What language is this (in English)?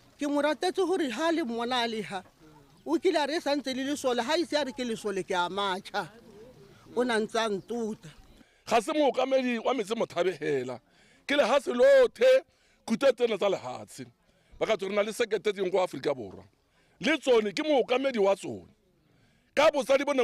Tswana